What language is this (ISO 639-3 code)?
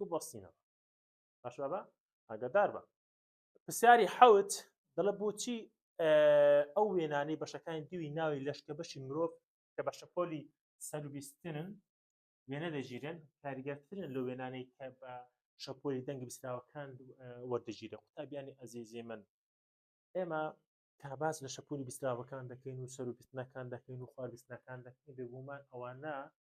ckb